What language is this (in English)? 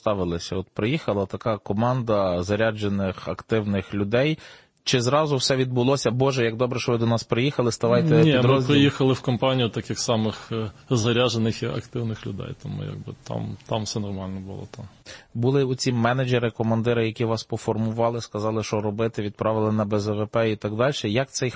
Ukrainian